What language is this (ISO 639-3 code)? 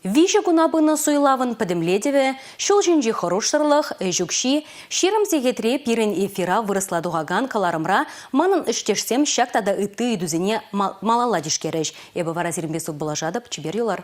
chv